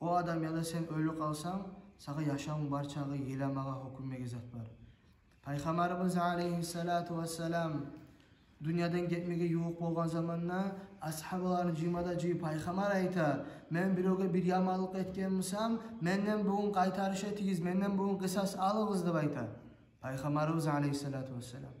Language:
Kumyk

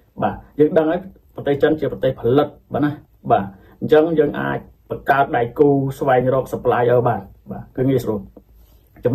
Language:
Khmer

